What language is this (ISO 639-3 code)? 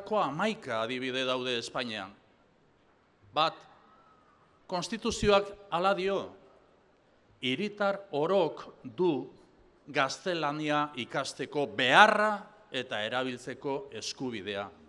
eus